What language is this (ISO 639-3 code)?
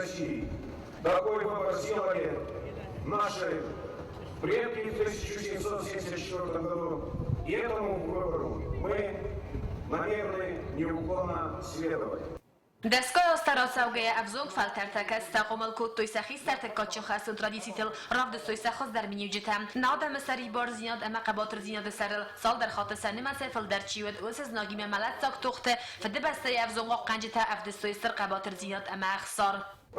oss